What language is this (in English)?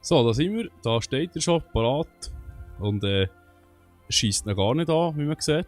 Swiss German